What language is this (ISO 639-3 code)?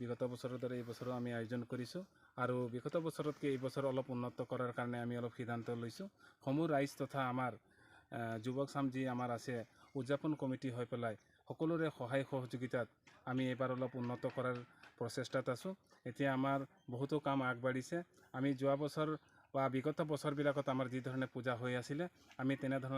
asm